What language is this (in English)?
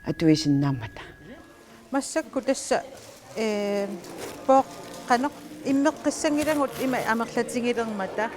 Kalaallisut